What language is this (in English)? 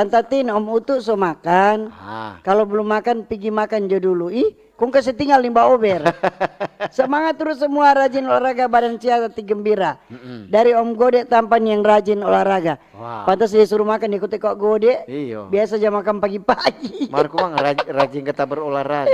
Manado Malay